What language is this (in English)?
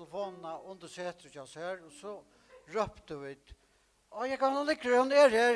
Faroese